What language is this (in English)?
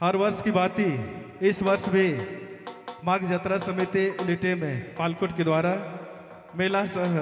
Sadri